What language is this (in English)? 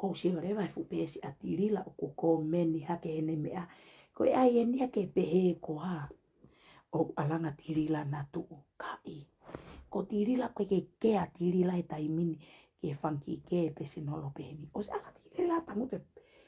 Tongan